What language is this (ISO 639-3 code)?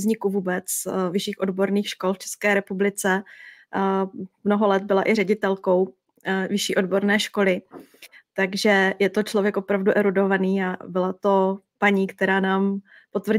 ces